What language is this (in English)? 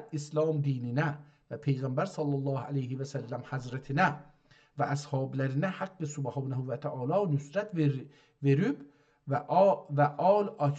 South Azerbaijani